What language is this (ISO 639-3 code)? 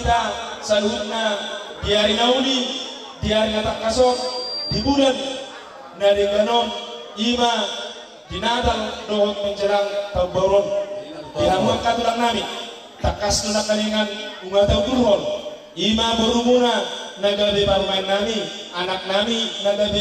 bbc